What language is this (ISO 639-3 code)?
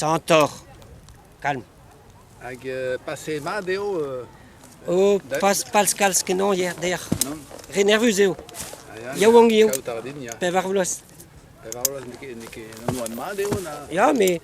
bre